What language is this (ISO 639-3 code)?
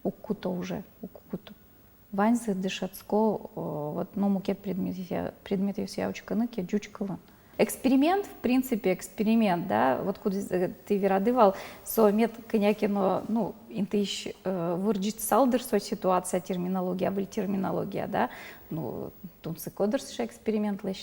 udm